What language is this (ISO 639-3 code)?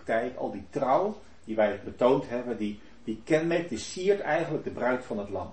nld